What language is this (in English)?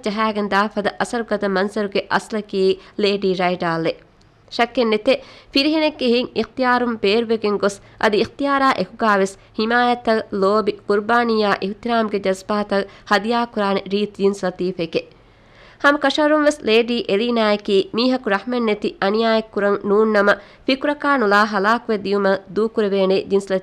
Divehi